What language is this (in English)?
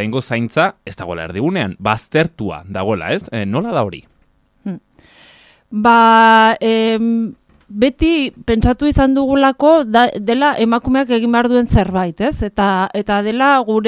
Basque